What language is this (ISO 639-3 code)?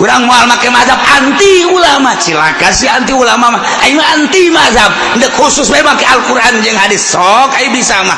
sun